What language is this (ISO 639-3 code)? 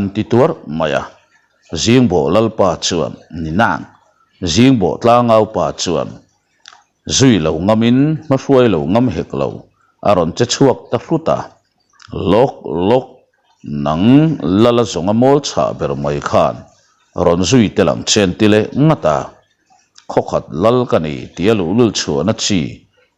lus